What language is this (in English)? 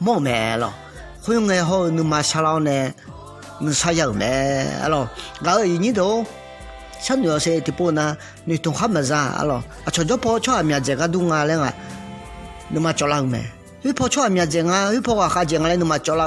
Akha